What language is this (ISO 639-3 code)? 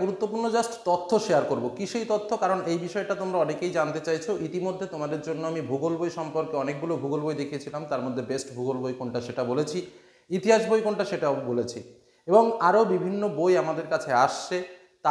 ben